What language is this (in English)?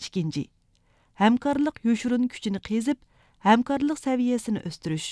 Uyghur